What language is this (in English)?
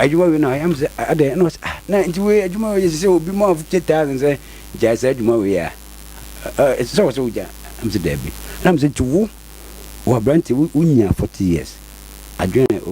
Akan